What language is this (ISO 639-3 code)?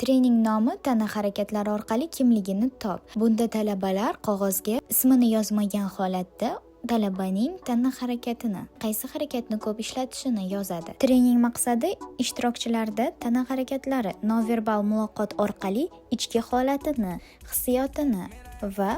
uzb